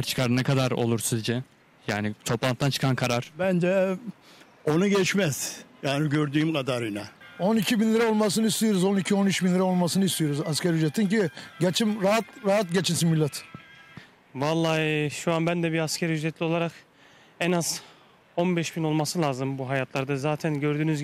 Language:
Turkish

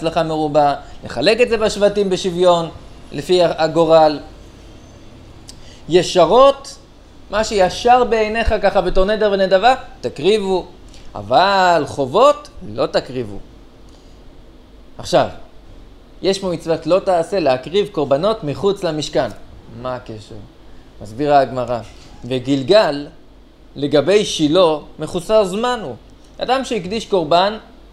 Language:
Hebrew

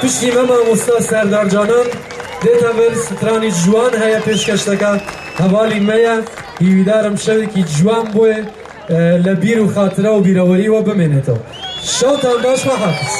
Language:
Kurdish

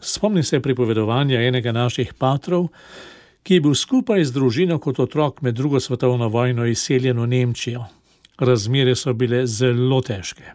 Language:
Slovenian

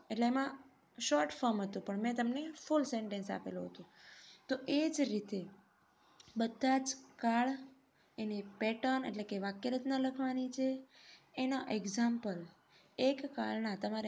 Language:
Gujarati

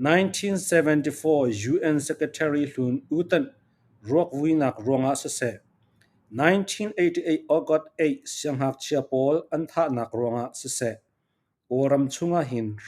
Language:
Falam Chin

